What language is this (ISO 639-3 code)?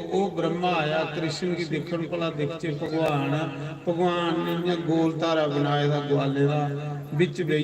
doi